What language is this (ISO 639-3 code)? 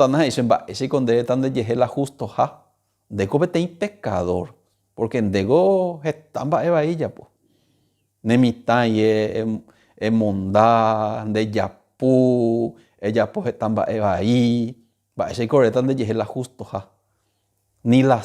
grn